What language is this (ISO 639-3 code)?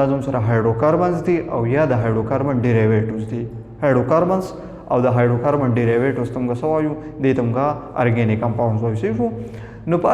pus